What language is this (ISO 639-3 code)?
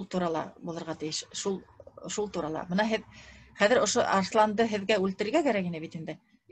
bak